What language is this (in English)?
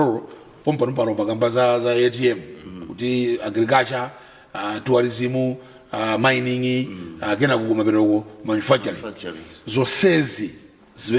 Nyanja